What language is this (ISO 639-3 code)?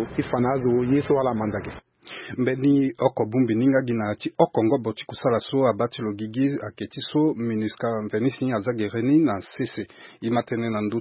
sag